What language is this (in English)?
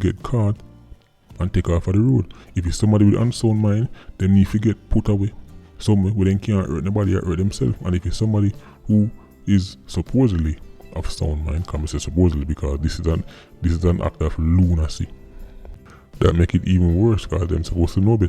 Jamaican Creole English